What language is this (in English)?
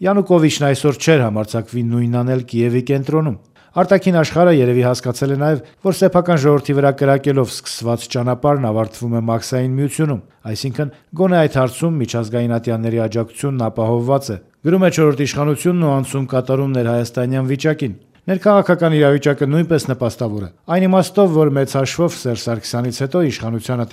Armenian